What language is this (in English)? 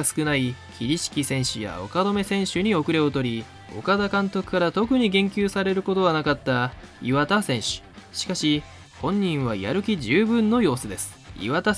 Japanese